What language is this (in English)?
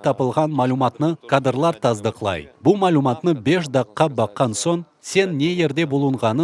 Crimean Tatar